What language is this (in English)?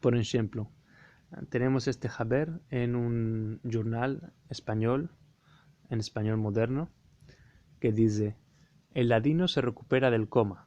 Ladino